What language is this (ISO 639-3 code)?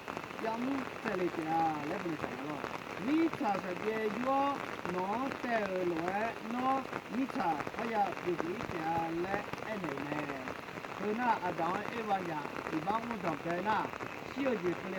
ahk